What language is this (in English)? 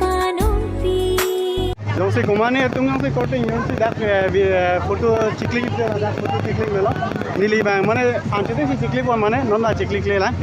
Karbi